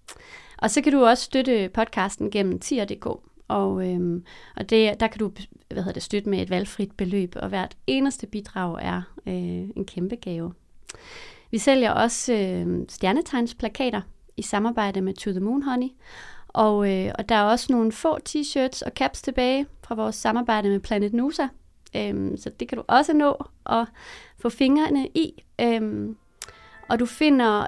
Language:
Danish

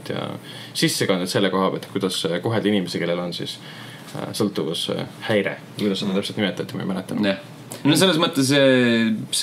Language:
Estonian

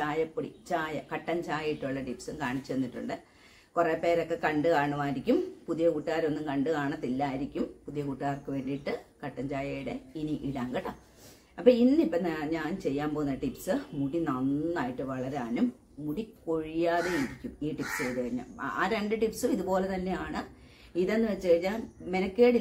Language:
Malayalam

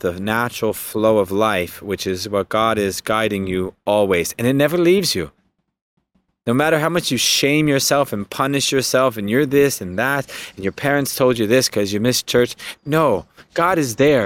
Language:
English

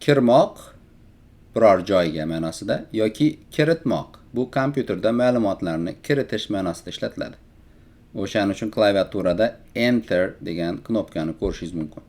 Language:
Uzbek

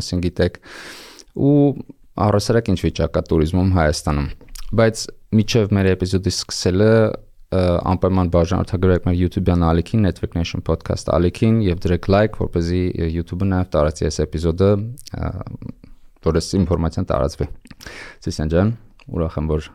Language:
Armenian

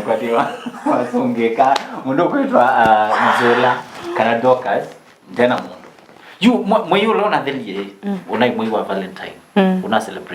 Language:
Kamba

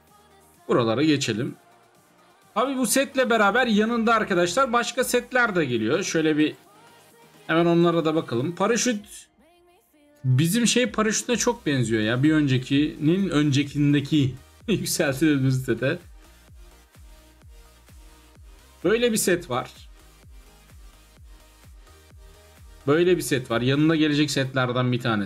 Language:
Turkish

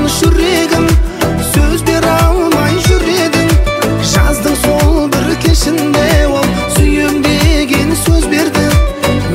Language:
Kazakh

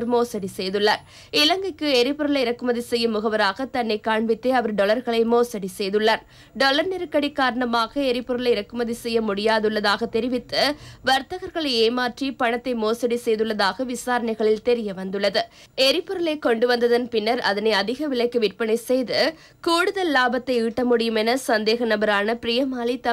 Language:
Tamil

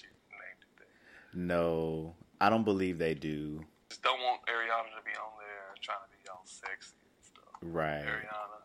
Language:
English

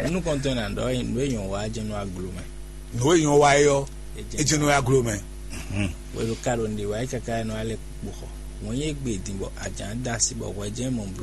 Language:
Fon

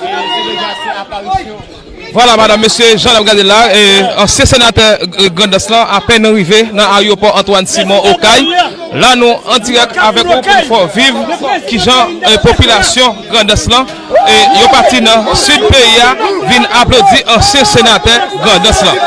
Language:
Haitian Creole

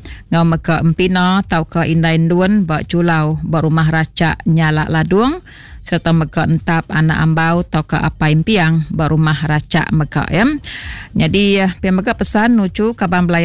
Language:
Iban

